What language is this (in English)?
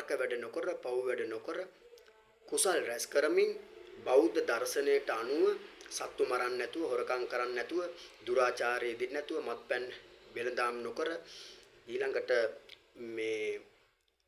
Sinhala